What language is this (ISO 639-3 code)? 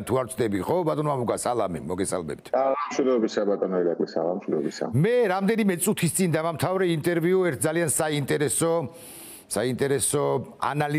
kat